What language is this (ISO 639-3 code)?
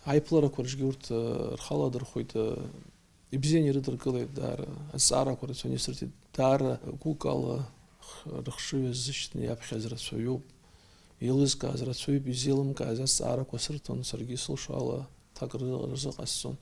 abk